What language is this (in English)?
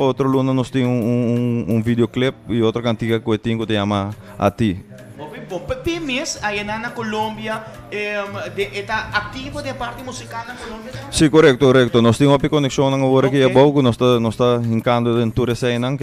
Papiamento